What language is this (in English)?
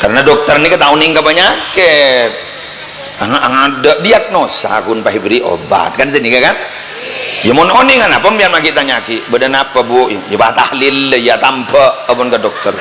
Madurese